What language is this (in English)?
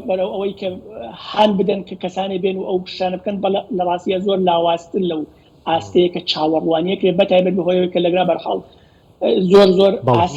Central Kurdish